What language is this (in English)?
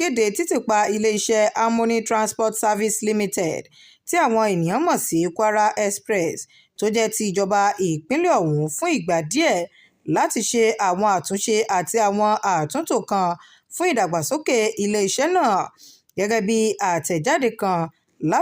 Yoruba